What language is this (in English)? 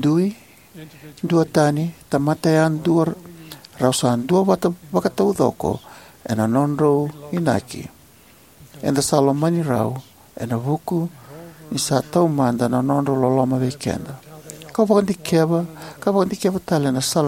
Fijian